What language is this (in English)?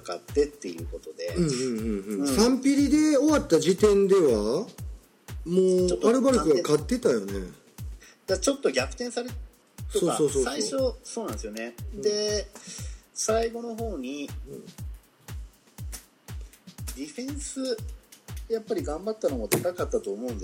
Japanese